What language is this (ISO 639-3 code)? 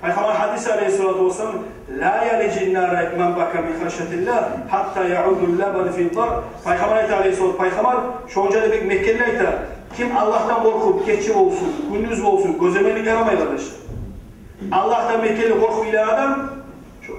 kum